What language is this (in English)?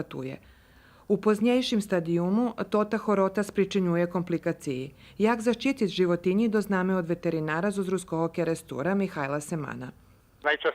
Rusyn